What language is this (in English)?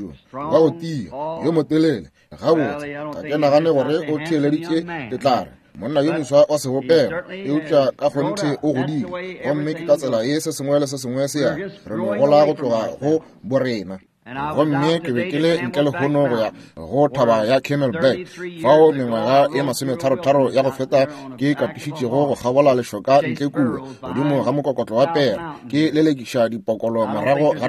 Northern Sotho